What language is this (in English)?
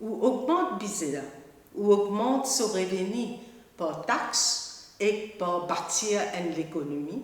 Morisyen